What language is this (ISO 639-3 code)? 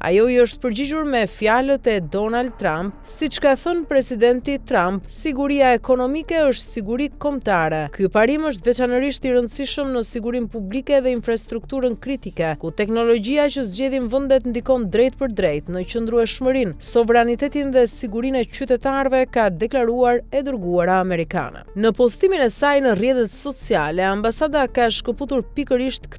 sqi